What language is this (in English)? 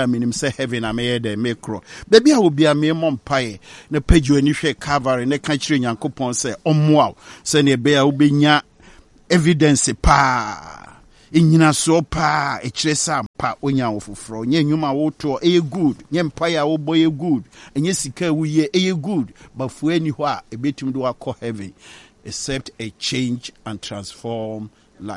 Akan